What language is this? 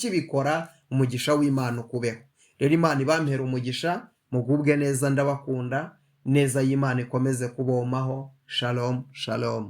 Kinyarwanda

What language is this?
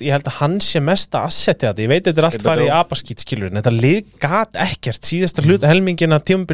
Icelandic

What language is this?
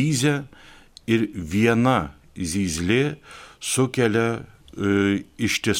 Lithuanian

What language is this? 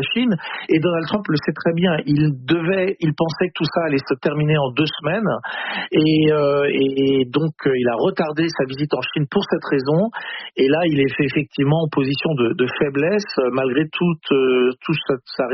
French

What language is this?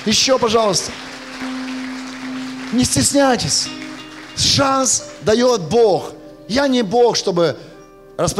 Russian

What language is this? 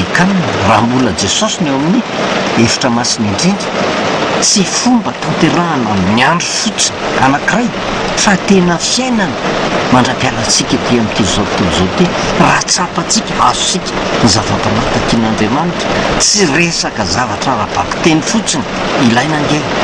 Malagasy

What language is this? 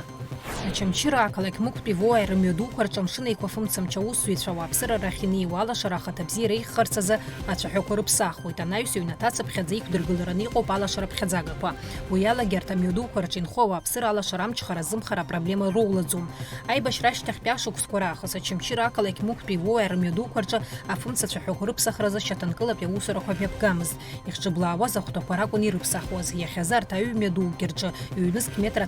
Abkhazian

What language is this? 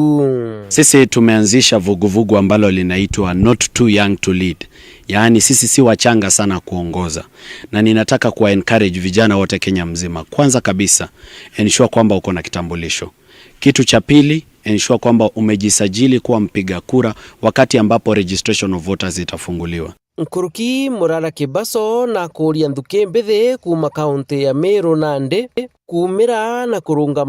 Meru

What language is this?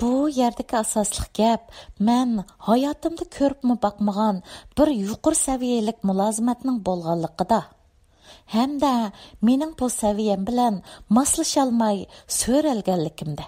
Uyghur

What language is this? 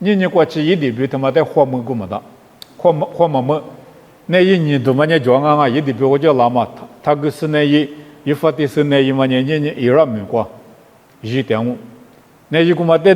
Lisu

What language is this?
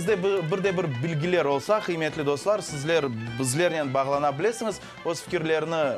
Crimean Tatar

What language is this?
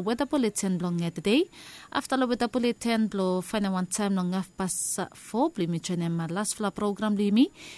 Bislama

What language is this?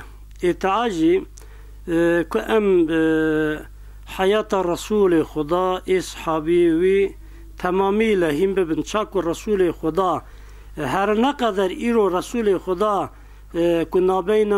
Kurdish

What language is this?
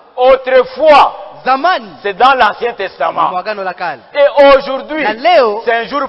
Swahili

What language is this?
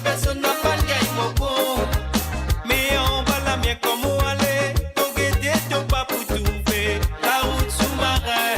Morisyen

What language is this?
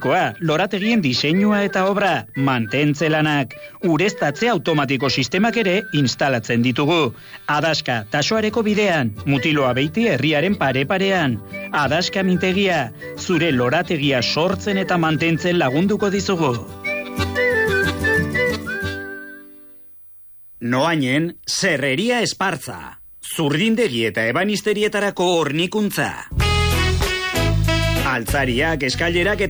Basque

